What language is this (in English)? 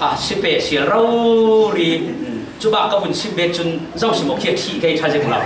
Falam Chin